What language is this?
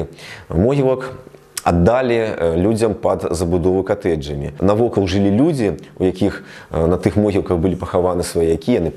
Belarusian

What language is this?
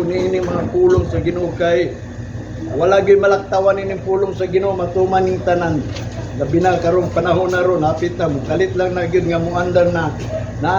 Cebuano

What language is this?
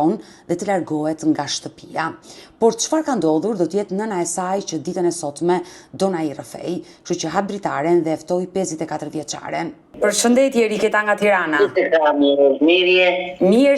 Albanian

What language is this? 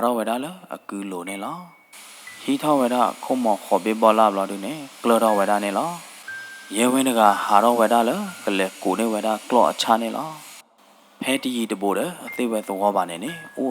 S'gaw Karen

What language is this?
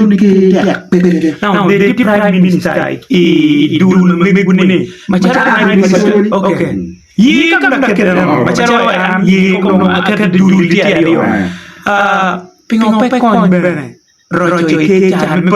Acoli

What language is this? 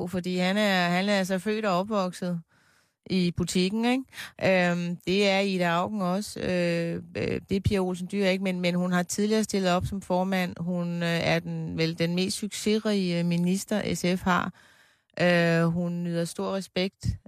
Danish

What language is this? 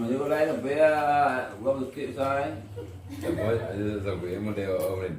Minangkabau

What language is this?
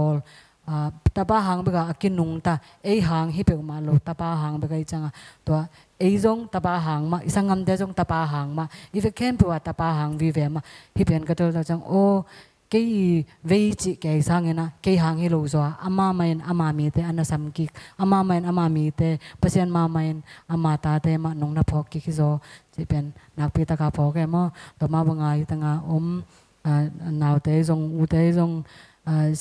Tedim Chin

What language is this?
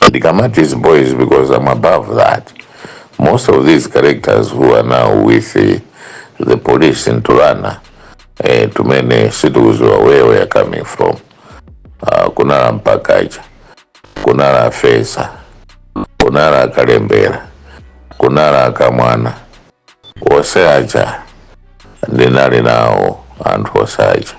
Nyanja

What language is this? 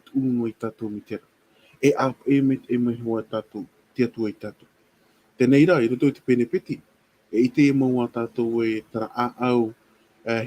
Tahitian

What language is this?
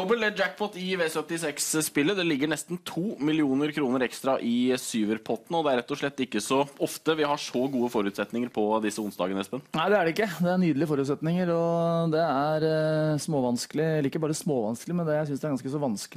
Norwegian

